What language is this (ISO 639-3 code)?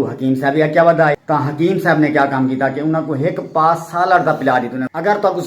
skr